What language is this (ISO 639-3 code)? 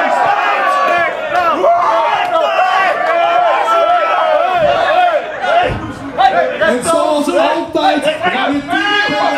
nld